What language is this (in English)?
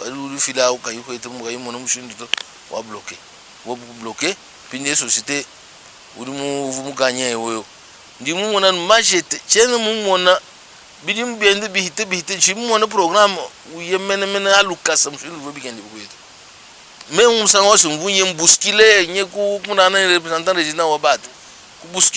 Luba-Lulua